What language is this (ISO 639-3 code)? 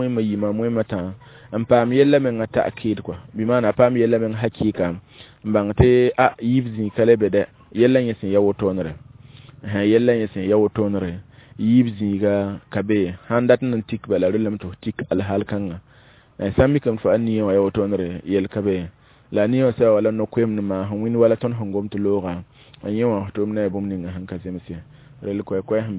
mos